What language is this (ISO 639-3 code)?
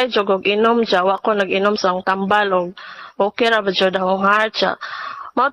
ceb